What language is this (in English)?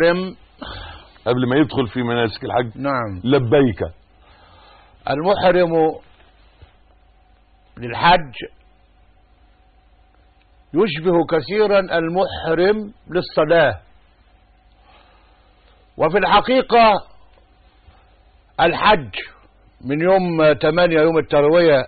Arabic